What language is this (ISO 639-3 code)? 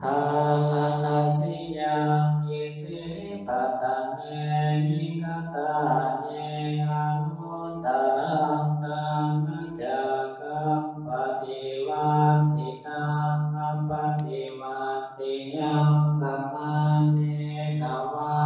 pli